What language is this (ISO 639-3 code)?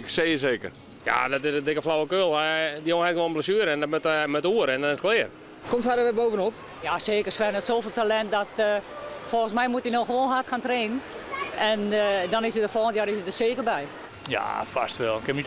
fry